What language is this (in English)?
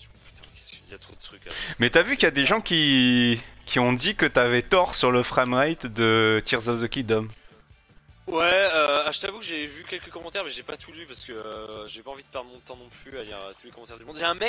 French